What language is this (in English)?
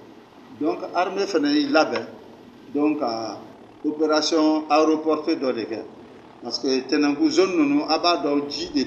Bambara